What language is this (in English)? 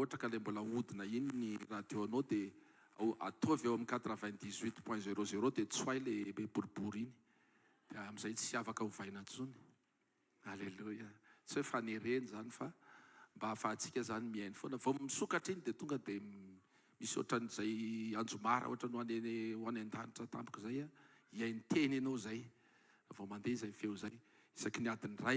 Malagasy